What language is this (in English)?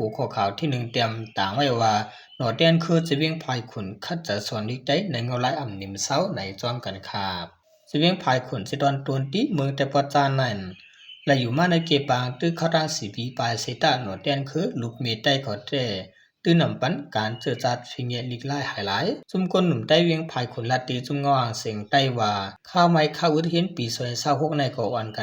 Shan